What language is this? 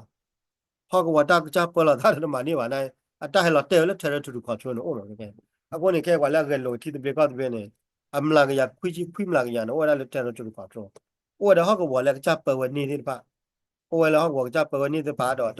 S'gaw Karen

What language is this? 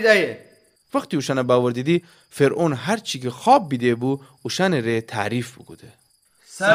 Gilaki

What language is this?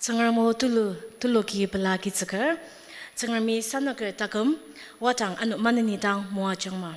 Ao Naga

